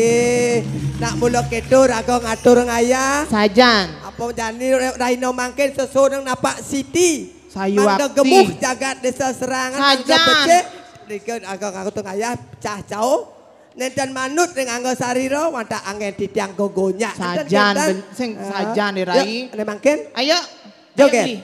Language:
Balinese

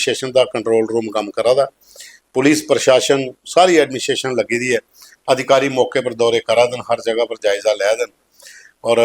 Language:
Dogri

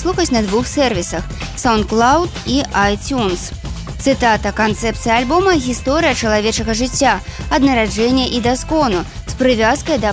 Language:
Belarusian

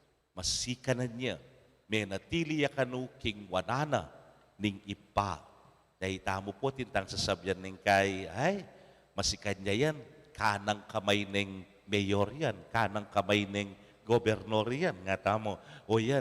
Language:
Pampanga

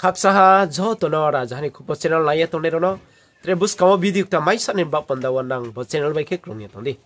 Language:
Riang (India)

